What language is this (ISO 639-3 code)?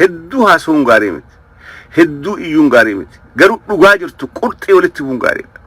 orm